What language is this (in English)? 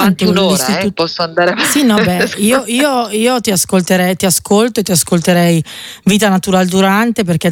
Italian